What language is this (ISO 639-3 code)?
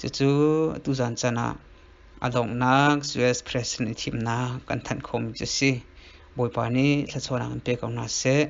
cnh